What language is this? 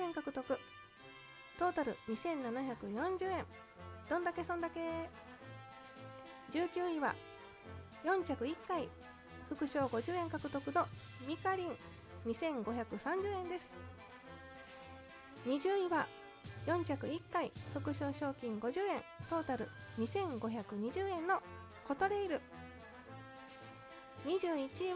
Japanese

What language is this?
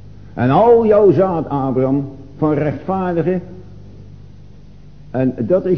Dutch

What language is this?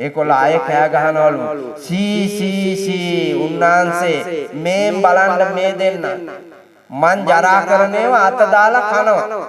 Sinhala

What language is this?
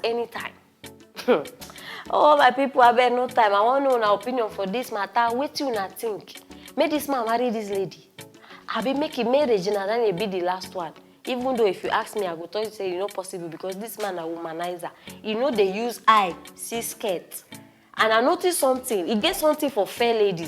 Nigerian Pidgin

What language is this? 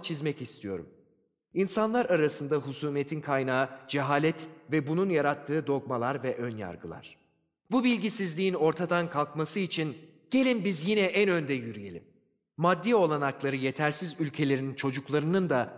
Turkish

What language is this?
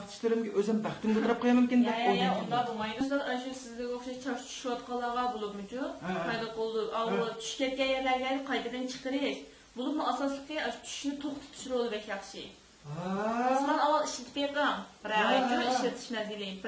Uyghur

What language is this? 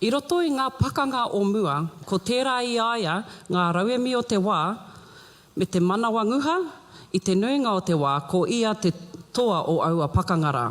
Māori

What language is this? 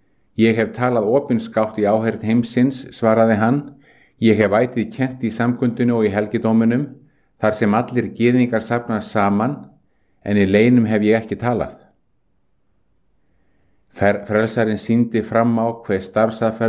Icelandic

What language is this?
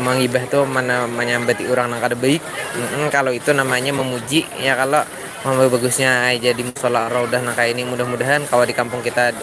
Banjar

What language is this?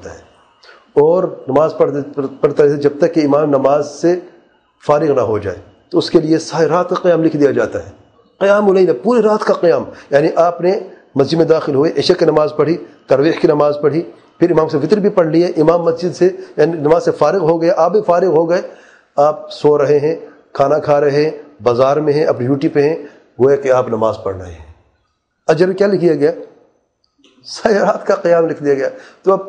Urdu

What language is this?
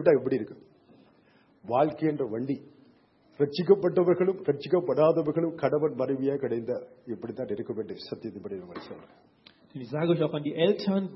Tamil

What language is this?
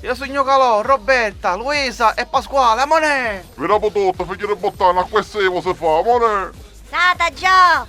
Sicilian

